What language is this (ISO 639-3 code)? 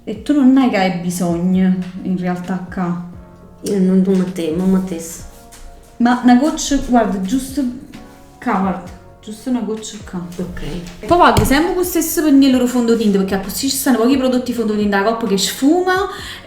nap